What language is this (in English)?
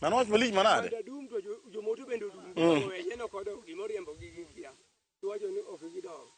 Luo (Kenya and Tanzania)